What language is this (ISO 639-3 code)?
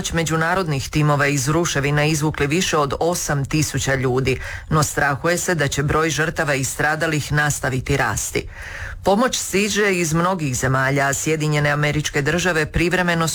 hrv